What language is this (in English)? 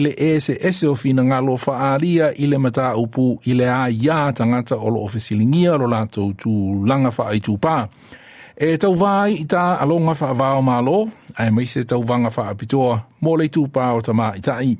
Samoan